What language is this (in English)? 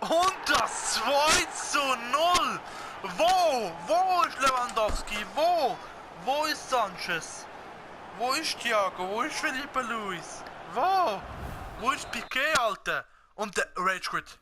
Swiss German